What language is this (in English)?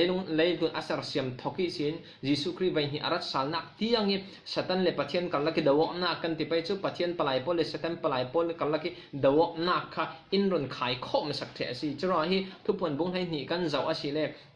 Falam Chin